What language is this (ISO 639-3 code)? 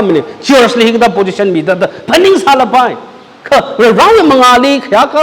nmf